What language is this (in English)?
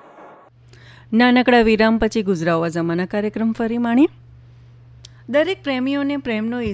Gujarati